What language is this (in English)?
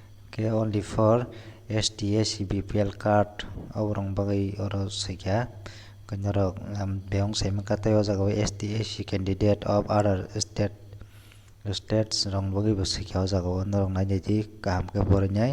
Kok Borok